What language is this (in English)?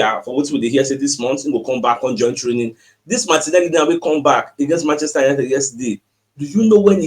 Nigerian Pidgin